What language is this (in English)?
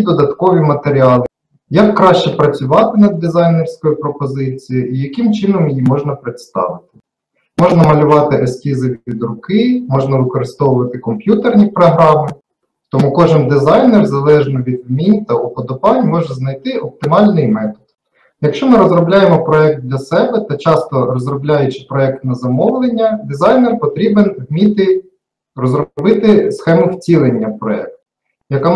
Ukrainian